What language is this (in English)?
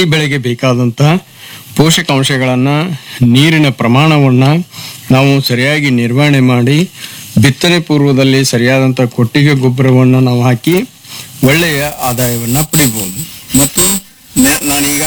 Kannada